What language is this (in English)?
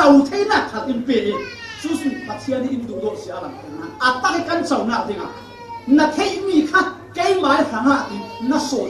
Falam Chin